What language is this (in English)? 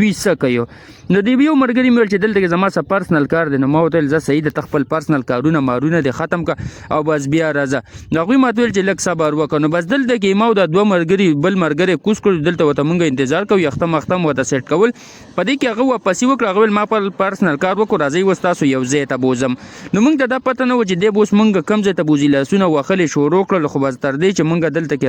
Pashto